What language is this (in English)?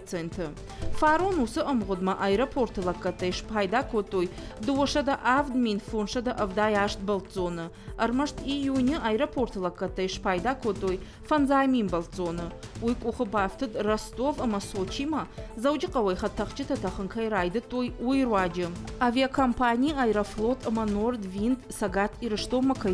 Ossetic